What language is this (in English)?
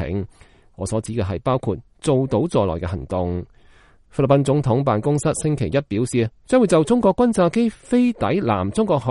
Cantonese